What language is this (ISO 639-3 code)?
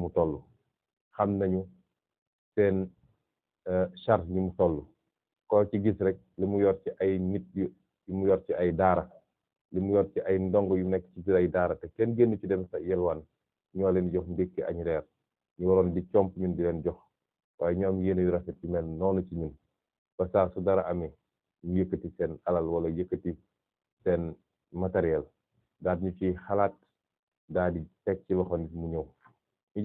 wol